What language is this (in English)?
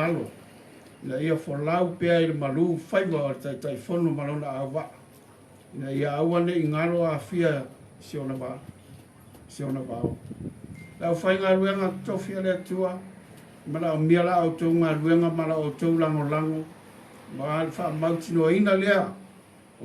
Samoan